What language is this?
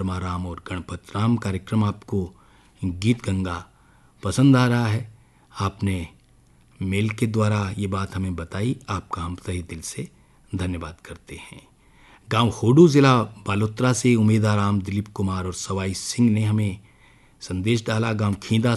Hindi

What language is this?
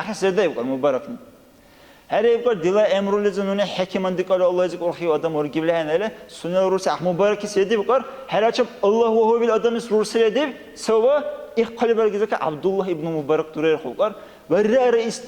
Dargwa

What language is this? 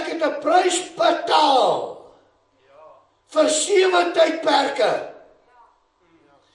Afrikaans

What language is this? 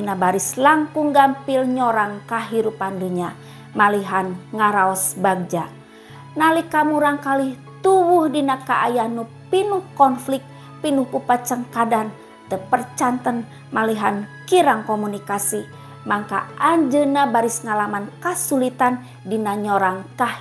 Sundanese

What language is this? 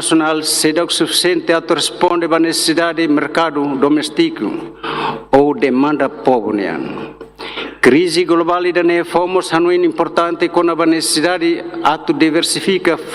Tetum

